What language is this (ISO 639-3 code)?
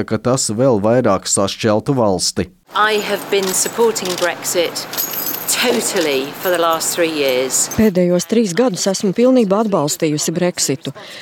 lav